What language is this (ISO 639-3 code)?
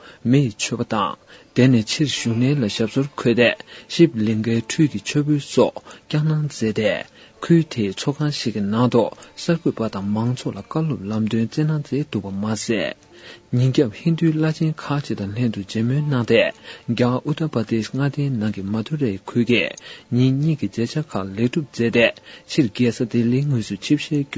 bod